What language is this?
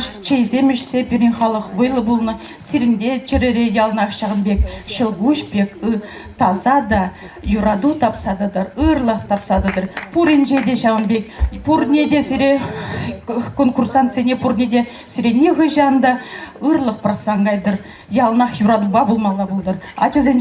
Chuvash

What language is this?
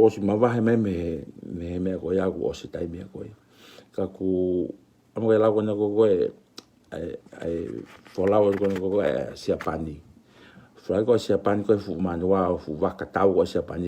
Tongan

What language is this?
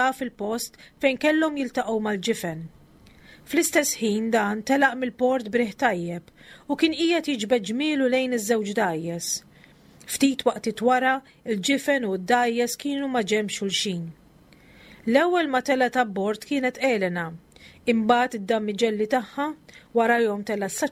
Maltese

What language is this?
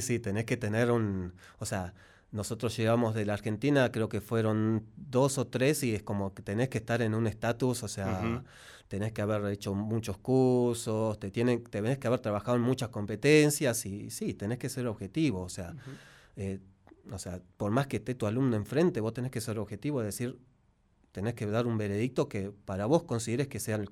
Spanish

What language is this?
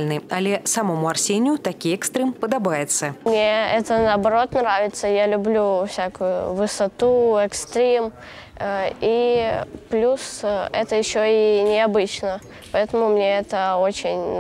Belarusian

